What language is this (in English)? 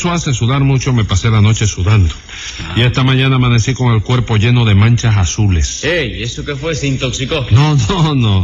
Spanish